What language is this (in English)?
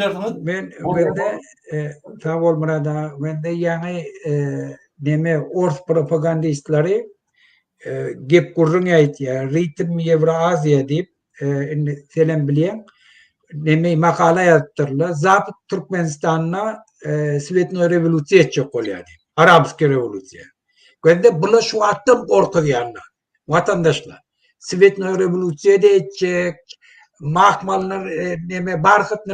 Turkmen